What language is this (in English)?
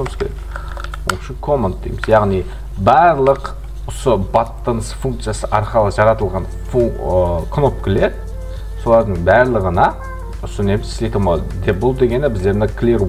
Kara-Kalpak